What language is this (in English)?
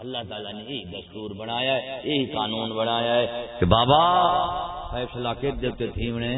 Saraiki